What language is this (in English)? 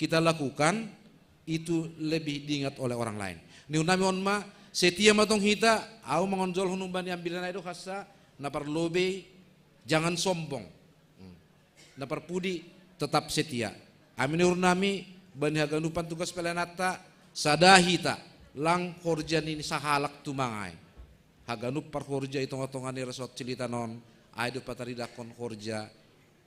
Batak Simalungun